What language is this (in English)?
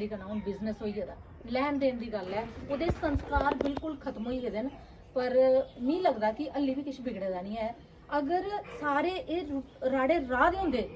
Dogri